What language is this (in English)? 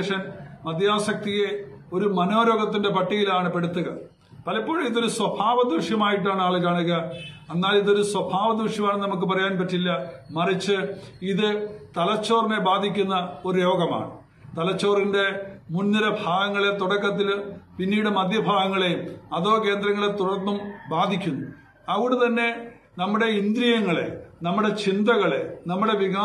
Malayalam